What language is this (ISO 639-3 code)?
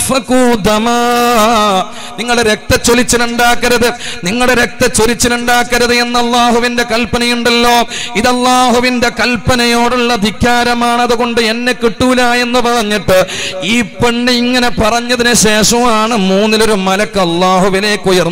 mal